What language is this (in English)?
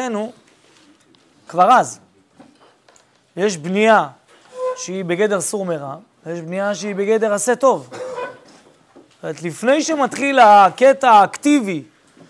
Hebrew